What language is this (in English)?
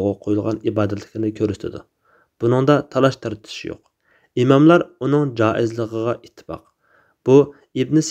Uyghur